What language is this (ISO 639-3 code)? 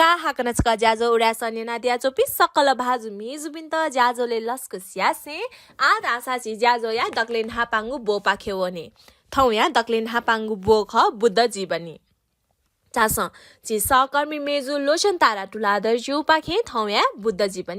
new